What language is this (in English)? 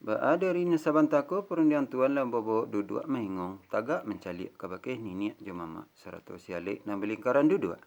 Minangkabau